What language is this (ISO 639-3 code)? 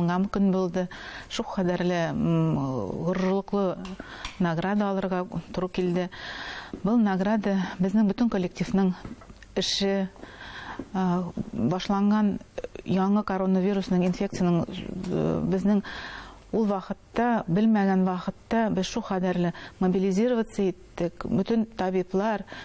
bak